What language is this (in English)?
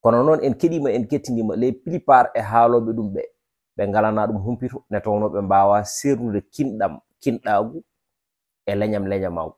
Fula